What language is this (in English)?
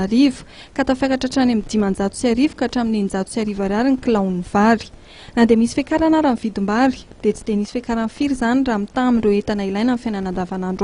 Malagasy